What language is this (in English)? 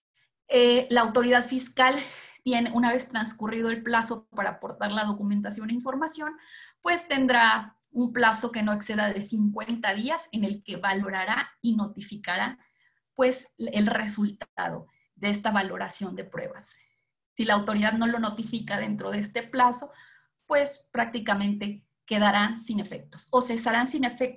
Spanish